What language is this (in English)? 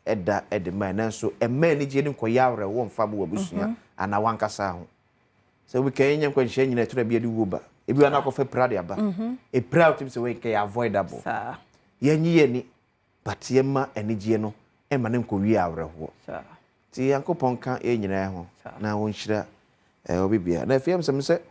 Akan